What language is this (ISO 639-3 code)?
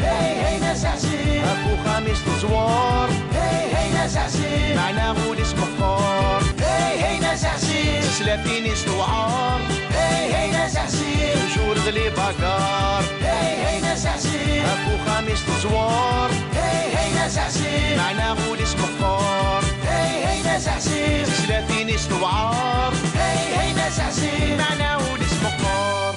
kab